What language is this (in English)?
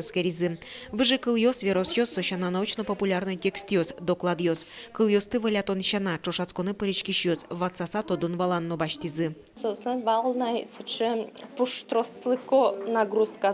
Udmurt